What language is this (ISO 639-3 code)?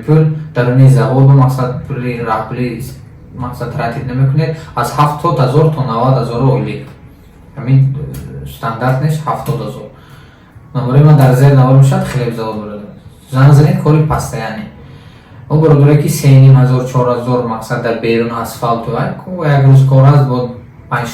tgk